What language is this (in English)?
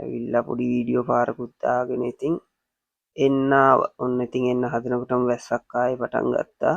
Sinhala